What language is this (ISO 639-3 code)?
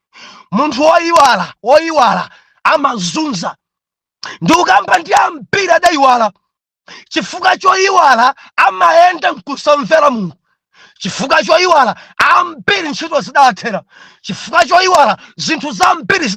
nya